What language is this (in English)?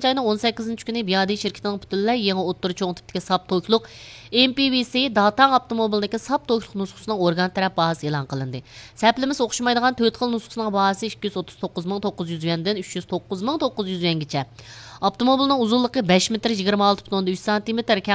Uyghur